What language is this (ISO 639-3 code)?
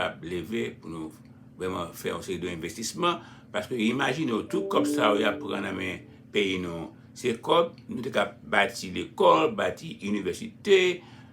hat